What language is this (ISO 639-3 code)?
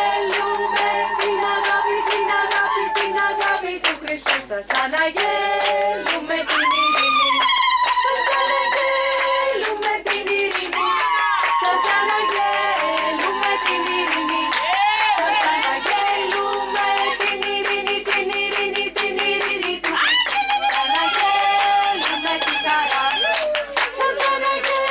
ell